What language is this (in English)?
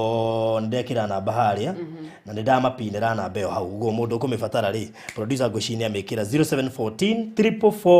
Kikuyu